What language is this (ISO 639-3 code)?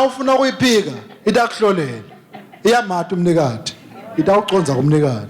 ssw